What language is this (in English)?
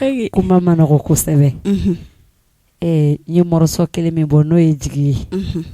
Bambara